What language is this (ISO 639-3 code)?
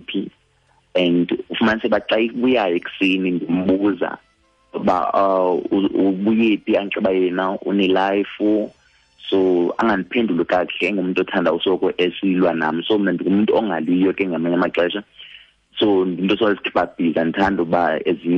xho